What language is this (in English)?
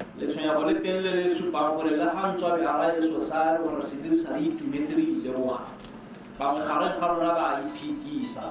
Tswana